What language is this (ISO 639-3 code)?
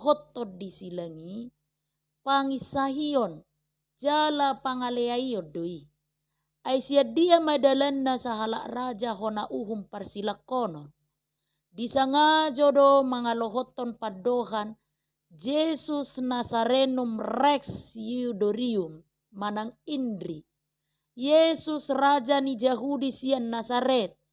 bbc